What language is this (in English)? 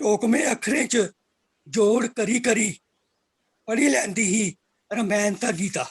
Dogri